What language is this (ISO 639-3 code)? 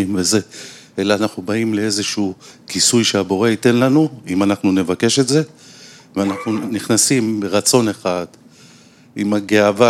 heb